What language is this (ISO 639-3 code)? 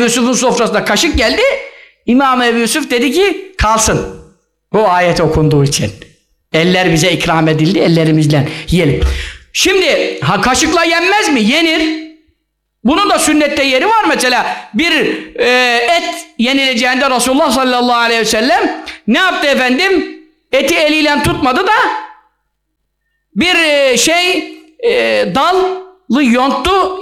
tur